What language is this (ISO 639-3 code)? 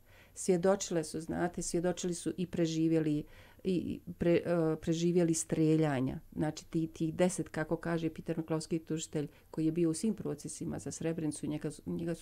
bos